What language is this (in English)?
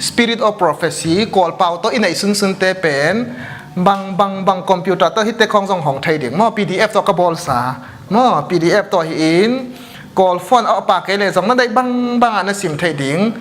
Tedim Chin